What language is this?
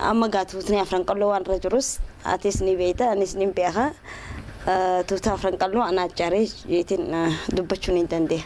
Oromo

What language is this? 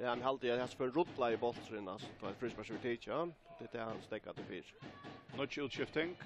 Faroese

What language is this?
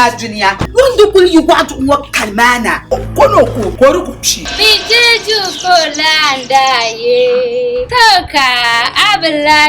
Dagbani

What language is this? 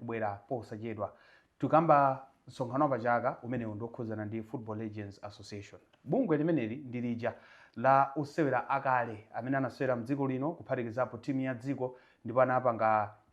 Nyanja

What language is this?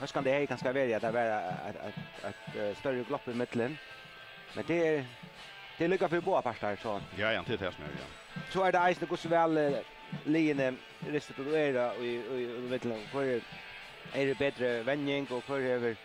Faroese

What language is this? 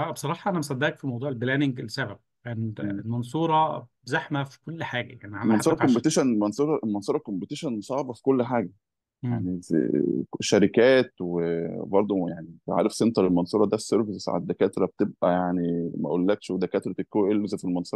Egyptian Arabic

